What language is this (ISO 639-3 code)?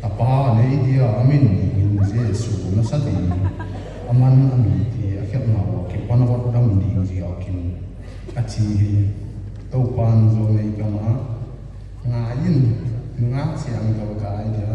pck